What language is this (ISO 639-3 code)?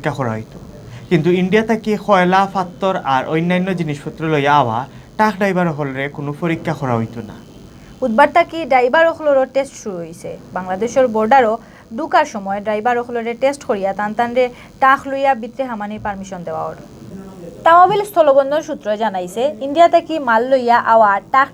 syl